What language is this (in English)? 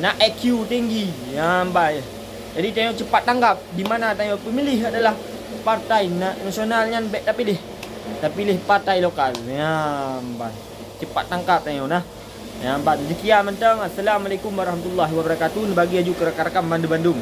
Achinese